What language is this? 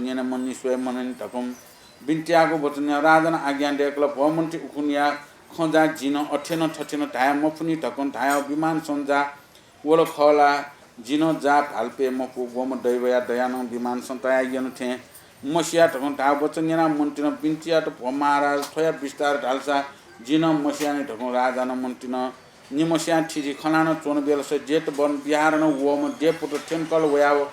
Newari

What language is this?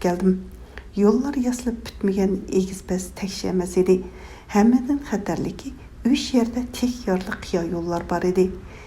Uyghur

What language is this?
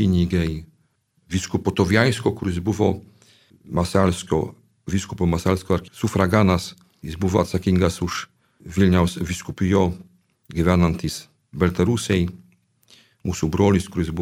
Lithuanian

